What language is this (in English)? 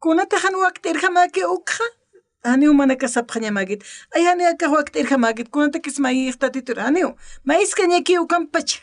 Aymara